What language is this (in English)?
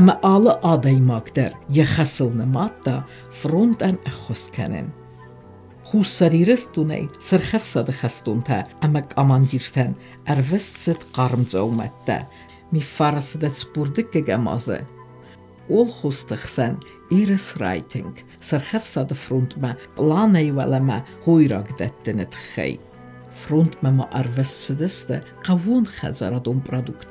Ossetic